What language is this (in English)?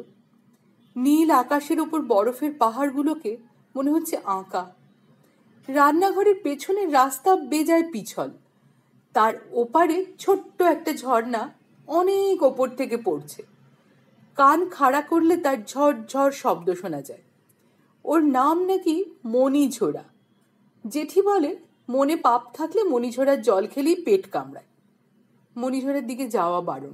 Bangla